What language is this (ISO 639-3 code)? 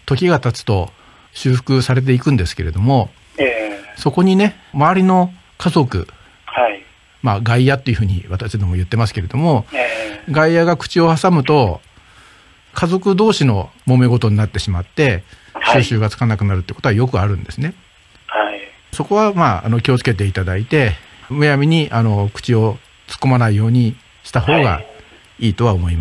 jpn